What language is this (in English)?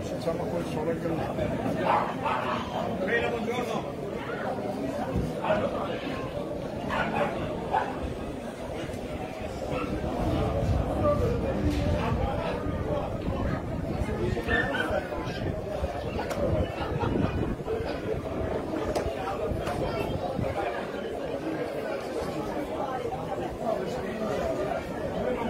Italian